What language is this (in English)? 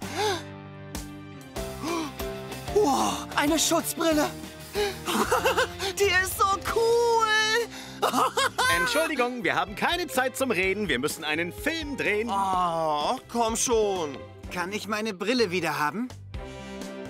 German